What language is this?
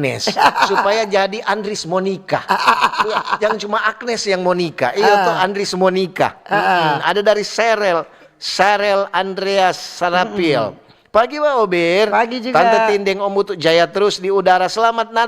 Manado Malay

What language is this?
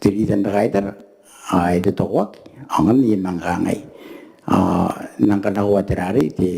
Gilbertese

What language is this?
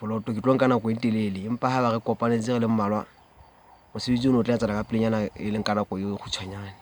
Southern Sotho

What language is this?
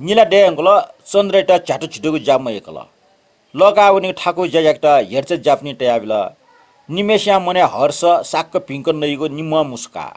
Newari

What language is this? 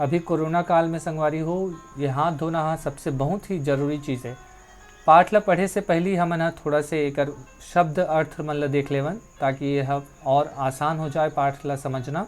Chhattisgarhi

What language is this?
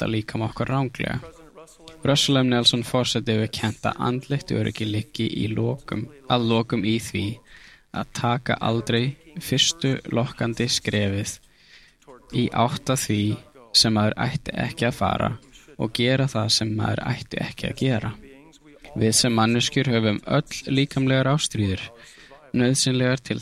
Icelandic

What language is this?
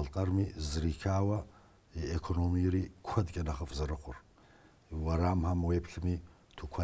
Kabardian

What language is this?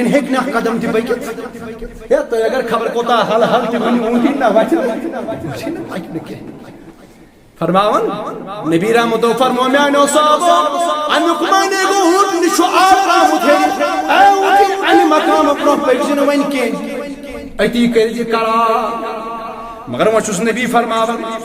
Kashmiri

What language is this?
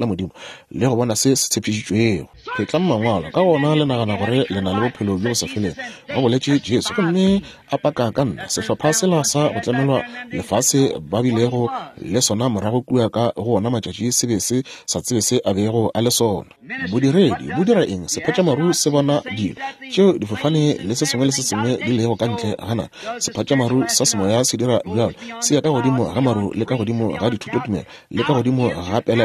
Northern Sotho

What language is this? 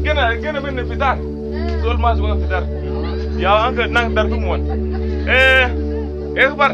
Mabaan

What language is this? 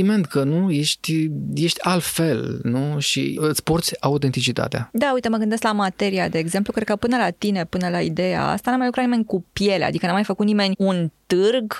Romanian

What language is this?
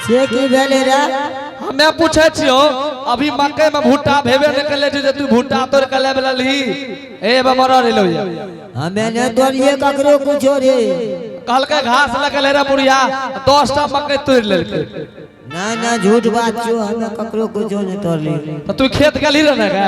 Angika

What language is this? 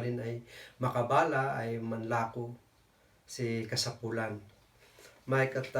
Kankanaey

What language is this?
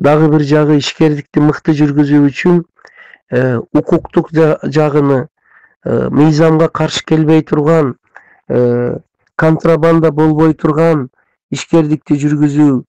Kyrgyz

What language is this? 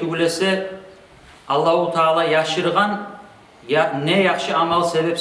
Kumyk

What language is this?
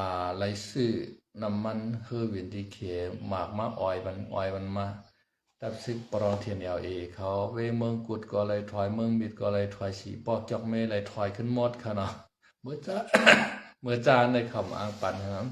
Shan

